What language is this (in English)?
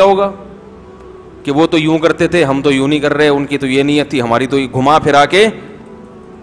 Urdu